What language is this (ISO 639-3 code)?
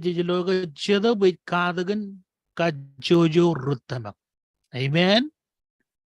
mah